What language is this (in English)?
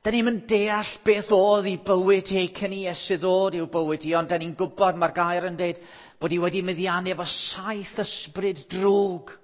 Welsh